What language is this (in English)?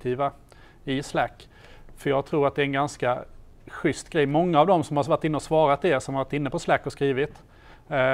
Swedish